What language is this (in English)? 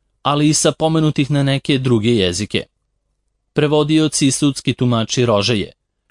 Serbian